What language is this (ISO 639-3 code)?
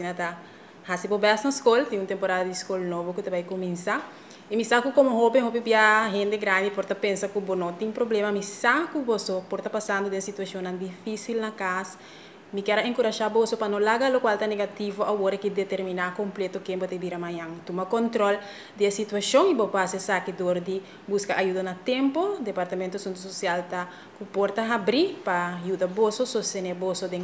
pap